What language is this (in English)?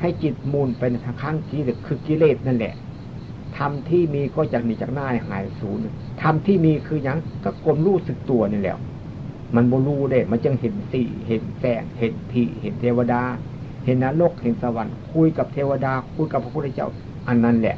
Northeastern Thai